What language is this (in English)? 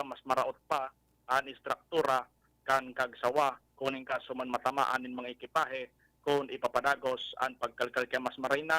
Bikol